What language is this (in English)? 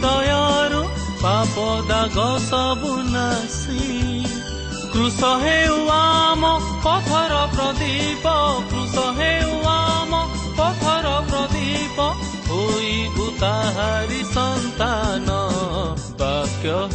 Odia